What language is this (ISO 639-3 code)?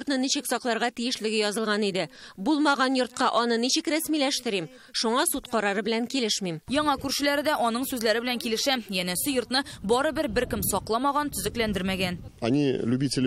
tat